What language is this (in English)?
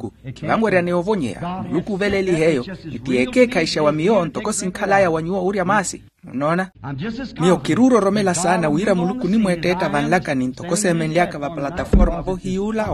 Makhuwa